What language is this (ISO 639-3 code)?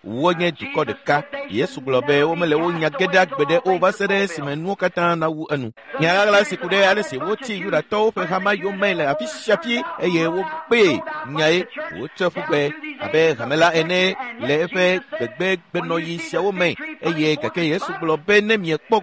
ewe